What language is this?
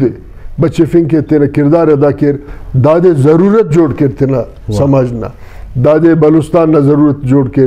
Brahui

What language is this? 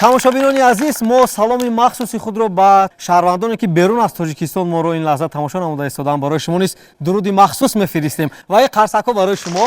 Tajik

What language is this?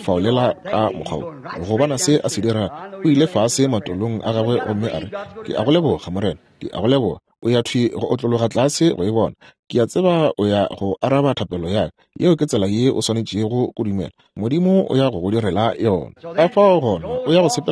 Northern Sotho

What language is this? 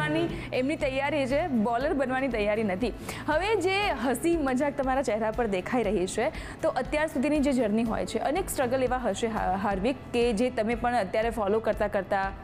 Gujarati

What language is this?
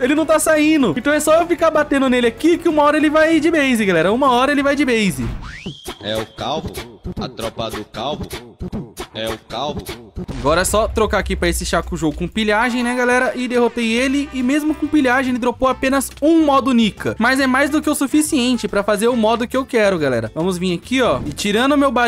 Portuguese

